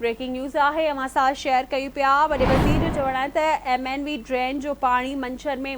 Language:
Sindhi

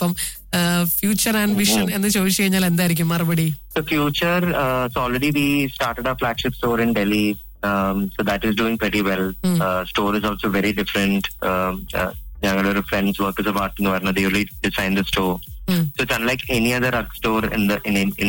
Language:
Malayalam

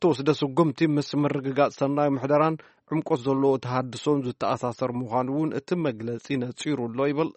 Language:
Tigrinya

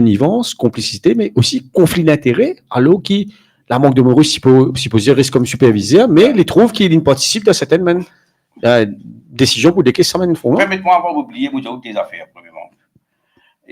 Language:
Morisyen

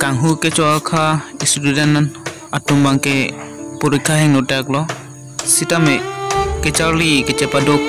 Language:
Karbi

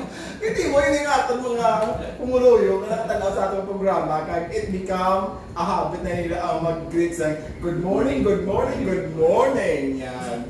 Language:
Hiligaynon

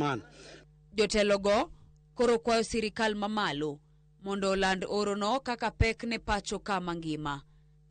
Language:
Luo (Kenya and Tanzania)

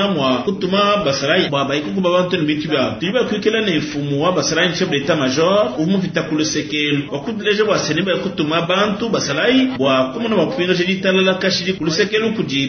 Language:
Luba-Lulua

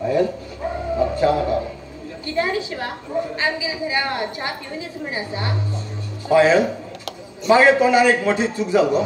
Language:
Konkani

